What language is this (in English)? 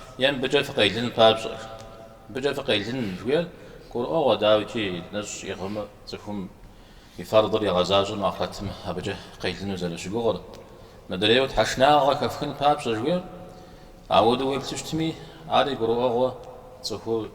Kabardian